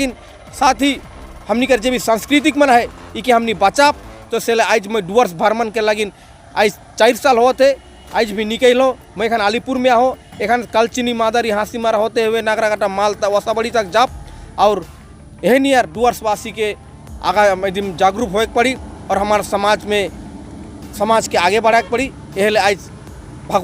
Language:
Sadri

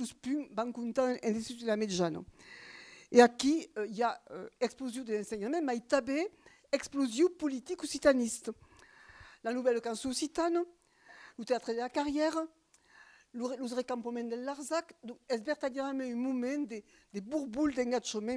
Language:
Occitan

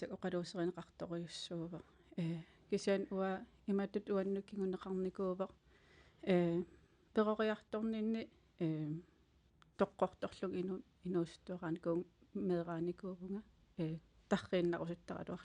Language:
Kalaallisut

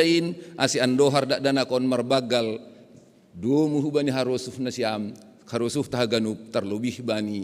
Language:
Batak Simalungun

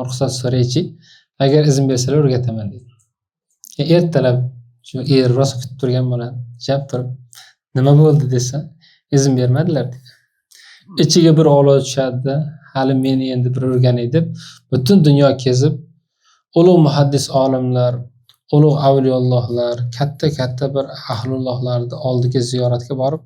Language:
Uzbek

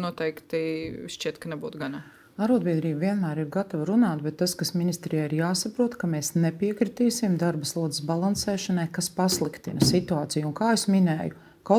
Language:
Latvian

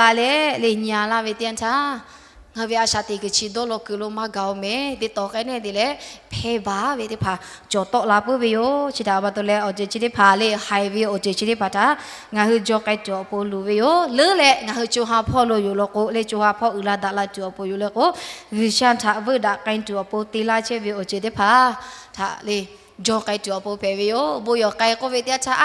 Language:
Lahu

